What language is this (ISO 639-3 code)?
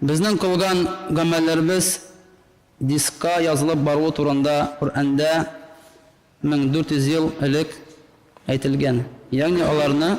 tat